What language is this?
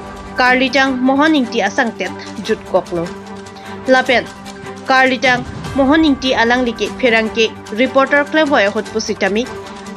Karbi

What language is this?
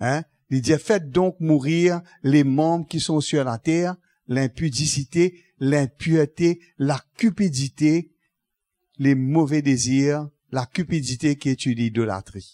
Morisyen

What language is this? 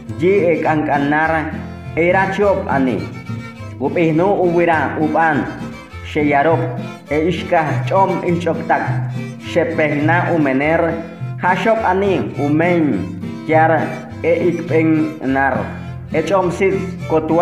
Chortí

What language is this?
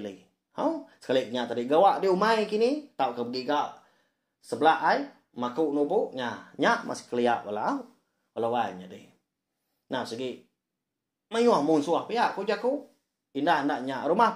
Iban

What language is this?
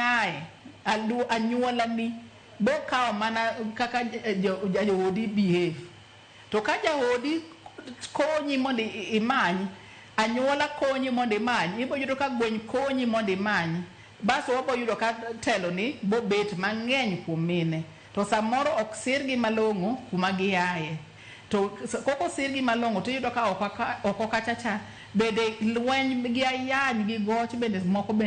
Luo (Kenya and Tanzania)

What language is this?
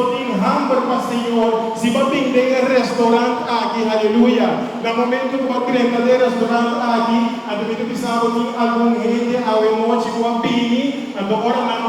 Papiamento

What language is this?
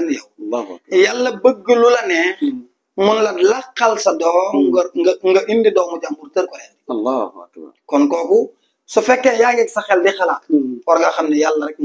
Wolof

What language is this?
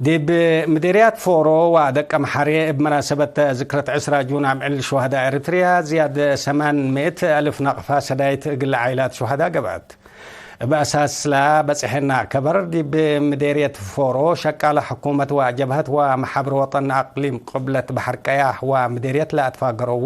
Tigre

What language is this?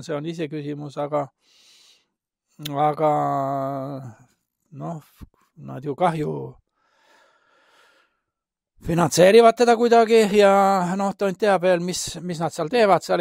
Estonian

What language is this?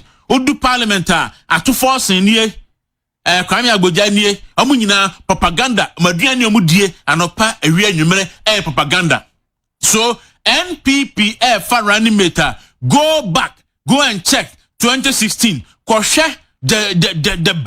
Akan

